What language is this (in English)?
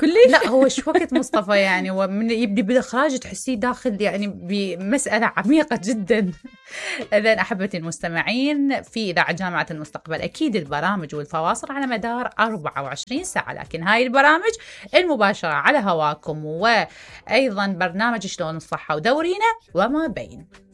Mesopotamian Arabic